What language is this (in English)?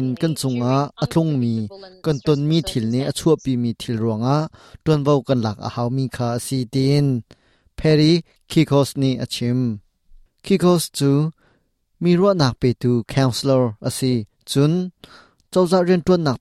Hakha Chin